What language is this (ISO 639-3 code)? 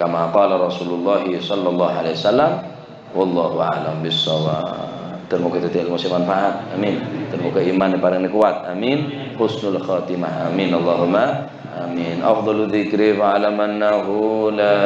mad